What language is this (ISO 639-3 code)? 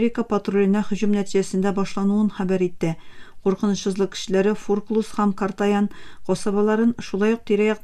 tat